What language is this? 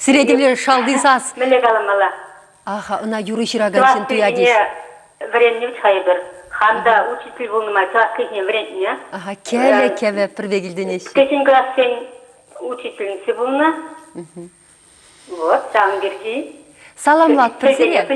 Chuvash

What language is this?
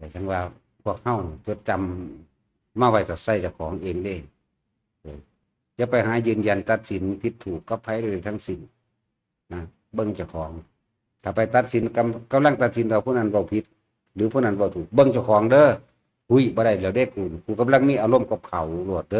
Northeastern Thai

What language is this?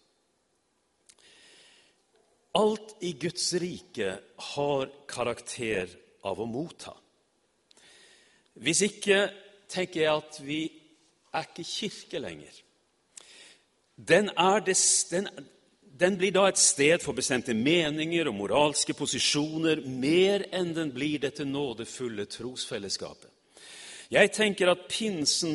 Norwegian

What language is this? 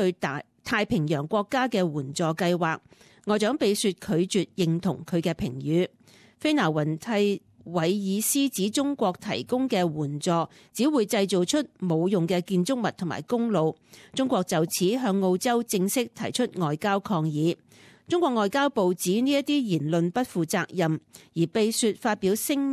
Cantonese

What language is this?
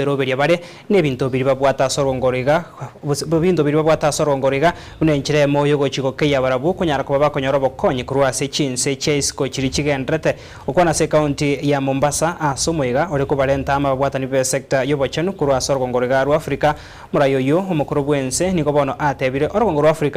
Gusii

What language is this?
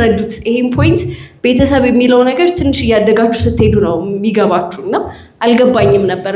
Amharic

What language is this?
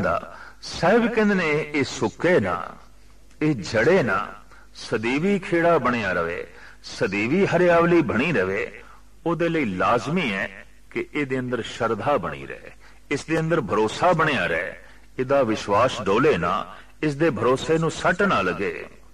Punjabi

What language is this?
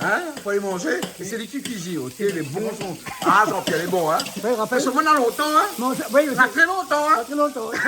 Réunion Creole French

